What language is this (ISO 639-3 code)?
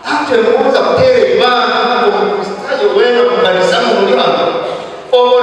nyn